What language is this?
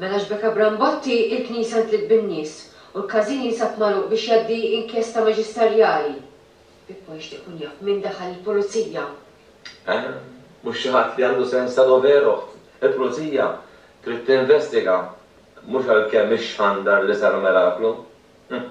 Maltese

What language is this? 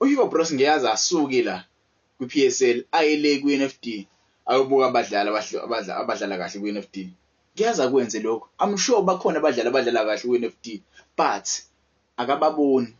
Zulu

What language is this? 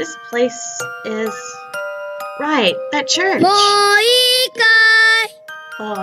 English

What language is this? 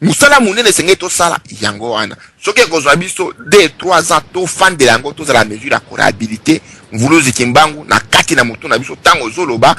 Lingala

